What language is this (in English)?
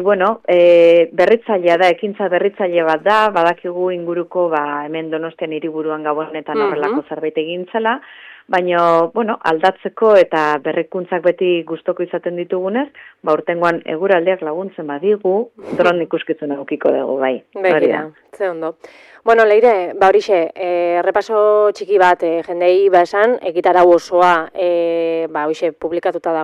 Basque